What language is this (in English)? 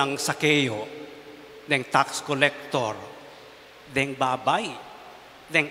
Pampanga